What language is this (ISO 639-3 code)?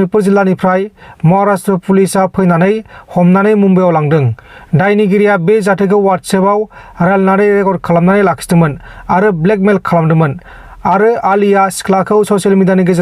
brx